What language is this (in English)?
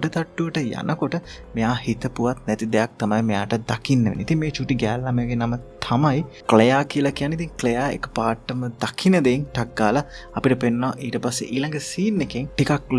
Sinhala